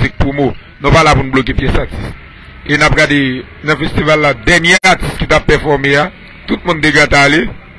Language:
Haitian Creole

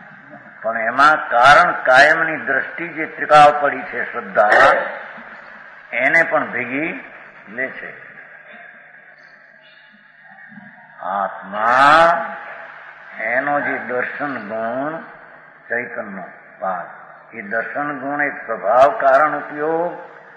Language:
Gujarati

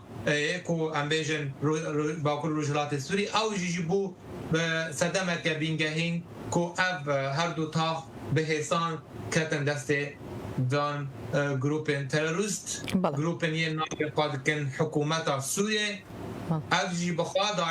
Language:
Kurdish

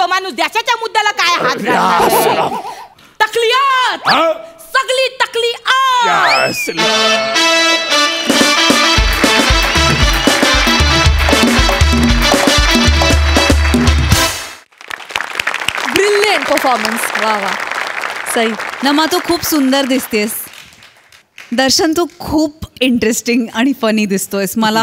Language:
Marathi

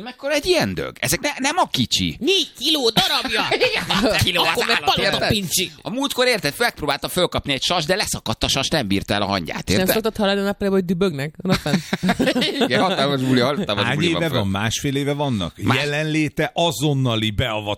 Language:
Hungarian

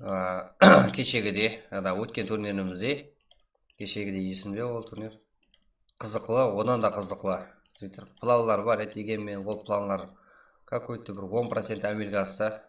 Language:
Kara-Kalpak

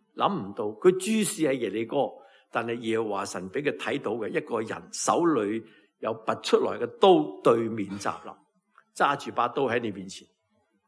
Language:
Cantonese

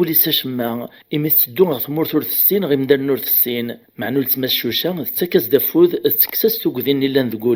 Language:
Kabyle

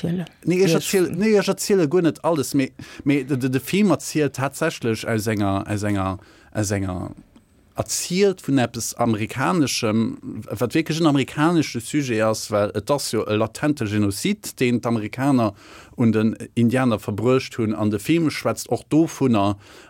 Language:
Luxembourgish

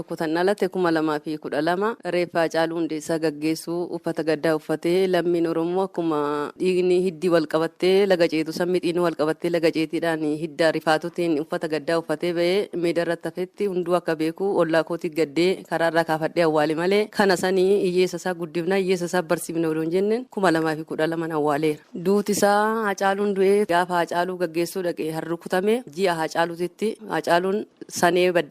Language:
Oromo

